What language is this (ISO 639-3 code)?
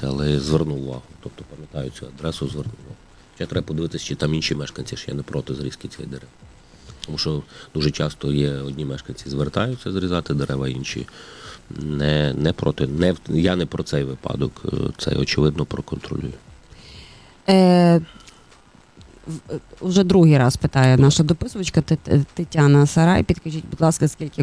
ukr